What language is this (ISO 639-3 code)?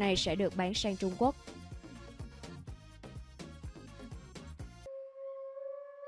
vie